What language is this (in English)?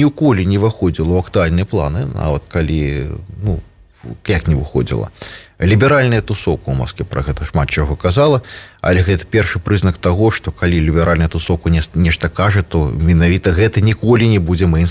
Belarusian